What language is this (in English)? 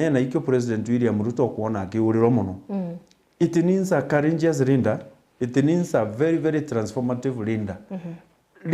Meru